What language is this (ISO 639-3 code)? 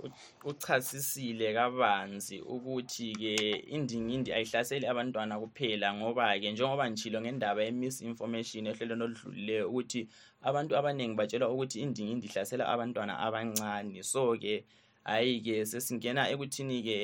nde